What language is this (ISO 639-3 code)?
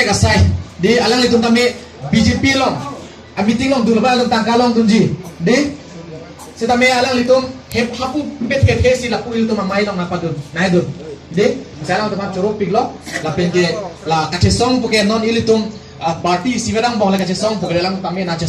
mjw